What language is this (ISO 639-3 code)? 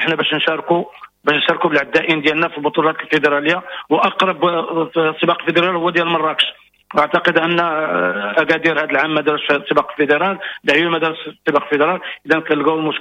ary